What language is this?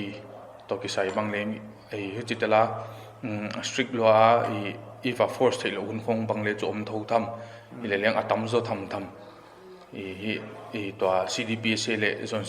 Paite Chin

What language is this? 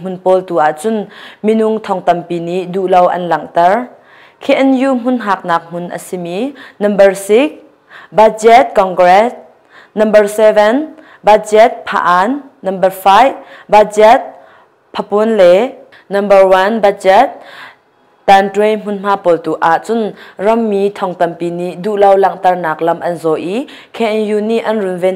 Hakha Chin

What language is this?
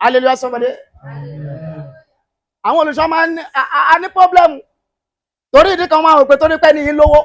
Yoruba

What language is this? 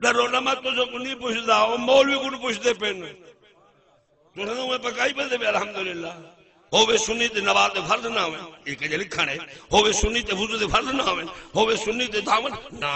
Saraiki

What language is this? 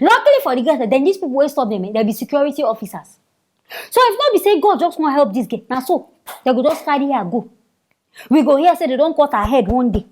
Nigerian Pidgin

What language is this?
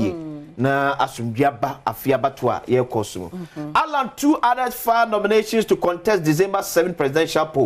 Akan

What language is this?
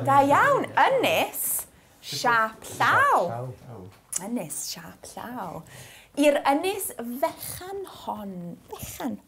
Welsh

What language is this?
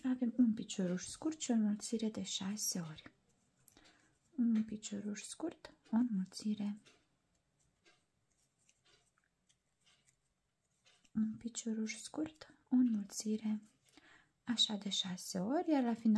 Romanian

